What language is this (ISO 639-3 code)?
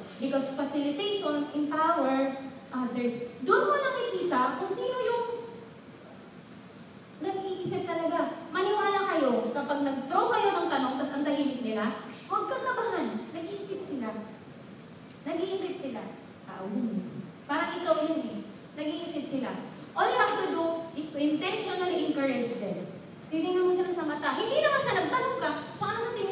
fil